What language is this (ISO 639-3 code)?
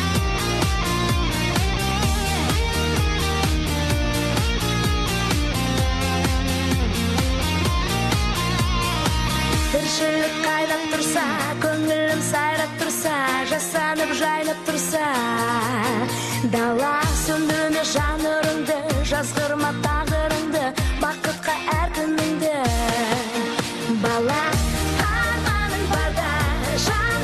kaz